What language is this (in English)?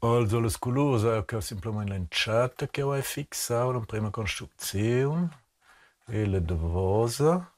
Romansh